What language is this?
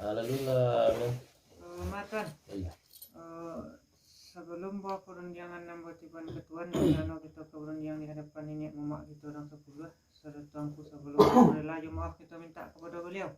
Minangkabau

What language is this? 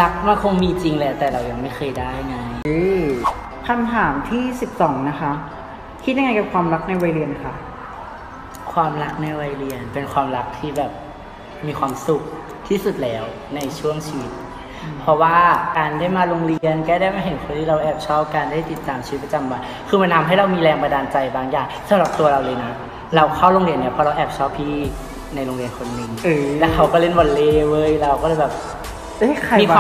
Thai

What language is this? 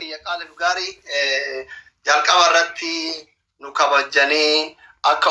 Oromo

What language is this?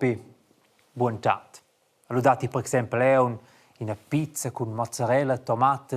Romansh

